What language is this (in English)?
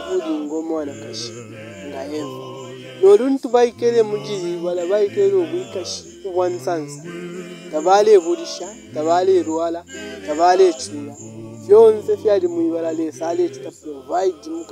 Bemba